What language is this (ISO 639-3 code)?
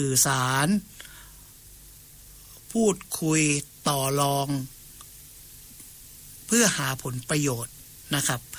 tha